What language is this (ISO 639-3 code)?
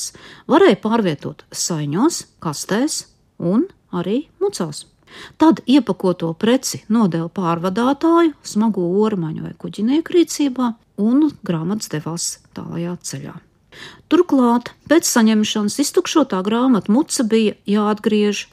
lav